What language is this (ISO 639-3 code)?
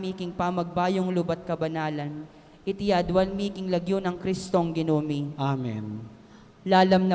pam